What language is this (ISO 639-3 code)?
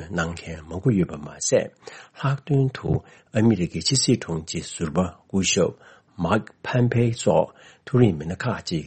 bod